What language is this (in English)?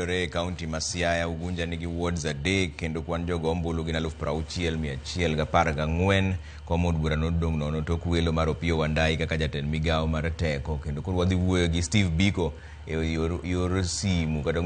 Luo (Kenya and Tanzania)